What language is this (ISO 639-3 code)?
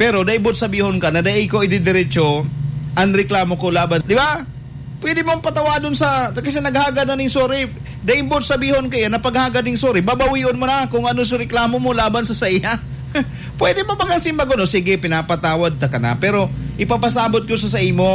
bik